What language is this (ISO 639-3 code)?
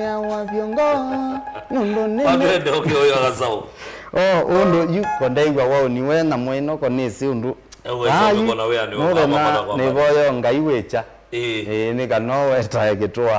kam